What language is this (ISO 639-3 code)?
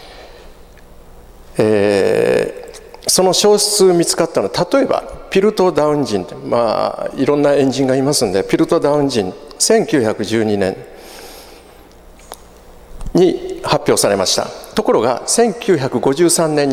jpn